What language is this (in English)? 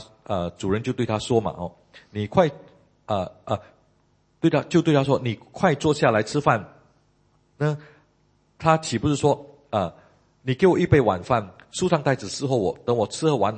Chinese